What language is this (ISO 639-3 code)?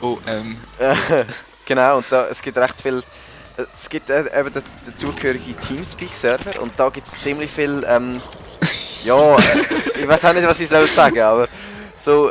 gsw